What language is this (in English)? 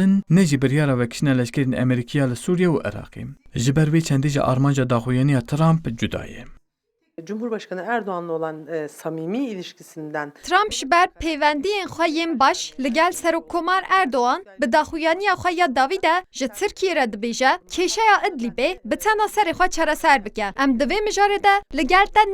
Kurdish